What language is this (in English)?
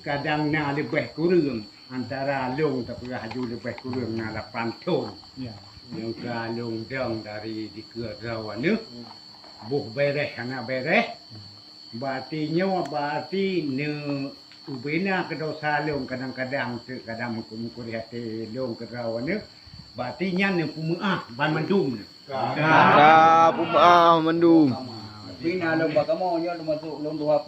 Achinese